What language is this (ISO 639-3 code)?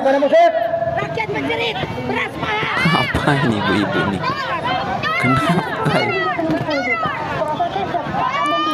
ind